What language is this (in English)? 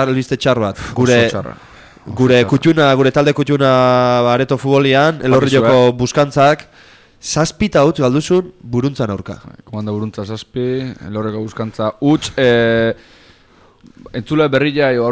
Basque